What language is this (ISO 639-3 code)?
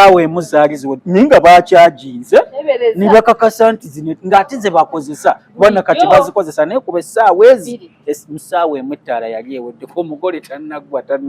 lug